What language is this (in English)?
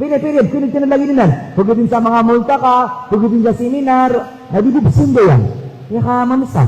Maranao